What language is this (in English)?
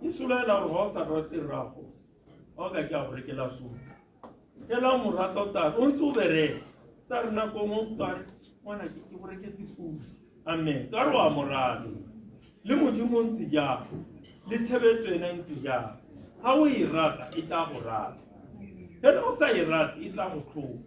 Tswana